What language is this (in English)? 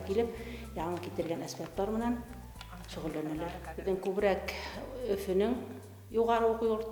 Bashkir